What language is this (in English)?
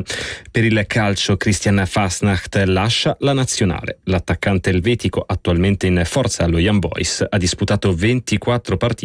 Italian